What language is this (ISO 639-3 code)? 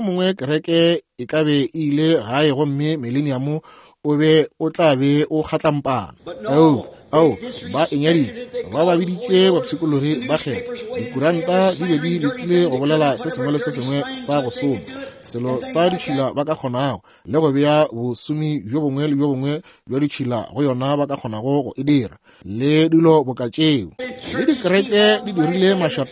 nso